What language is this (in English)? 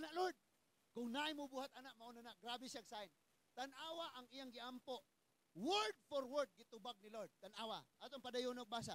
Cebuano